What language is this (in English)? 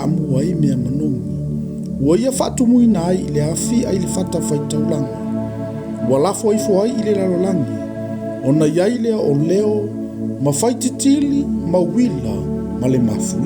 Samoan